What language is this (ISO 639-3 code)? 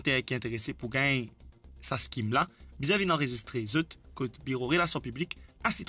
mfe